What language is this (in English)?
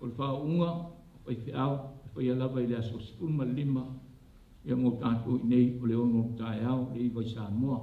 Samoan